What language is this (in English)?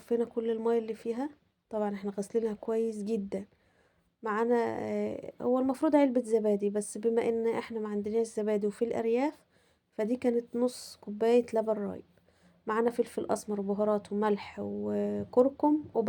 Egyptian Arabic